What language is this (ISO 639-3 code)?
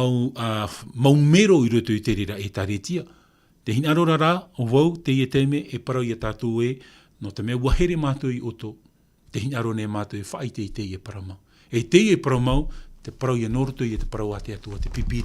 tah